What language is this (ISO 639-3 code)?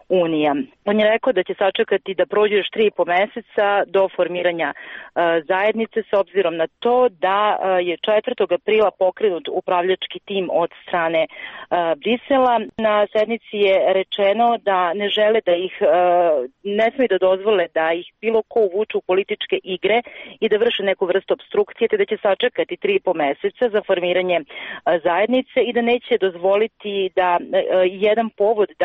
srp